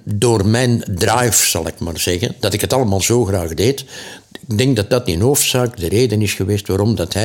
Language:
Dutch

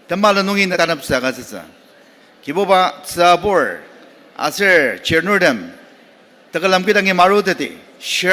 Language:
Ao Naga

